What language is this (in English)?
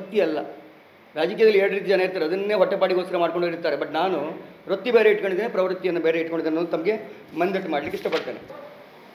Kannada